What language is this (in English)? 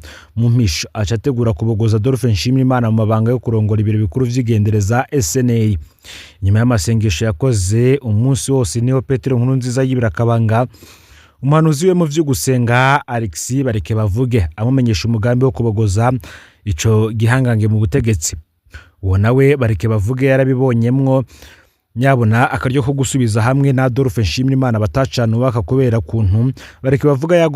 Rundi